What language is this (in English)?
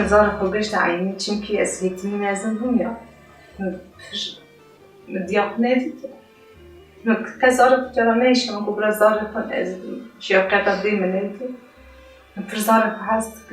Kurdish